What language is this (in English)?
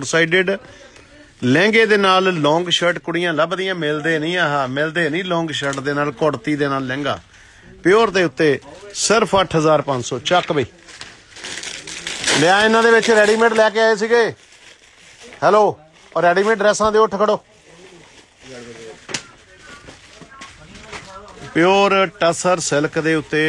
Punjabi